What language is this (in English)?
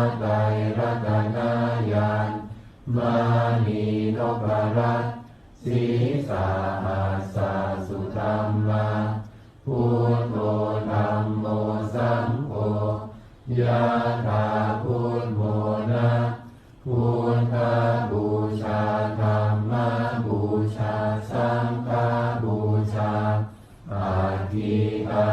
Pali